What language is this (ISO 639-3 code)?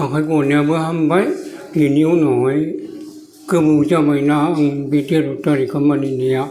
brx